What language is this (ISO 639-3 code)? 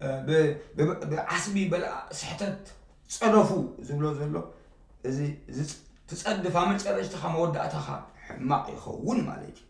tir